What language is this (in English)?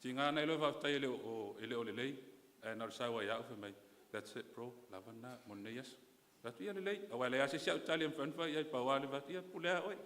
Samoan